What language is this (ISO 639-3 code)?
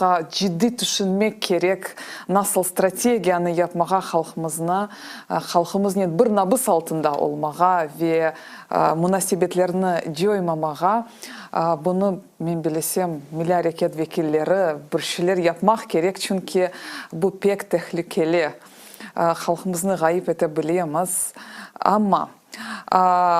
crh